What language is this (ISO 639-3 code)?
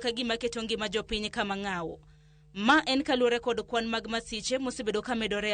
luo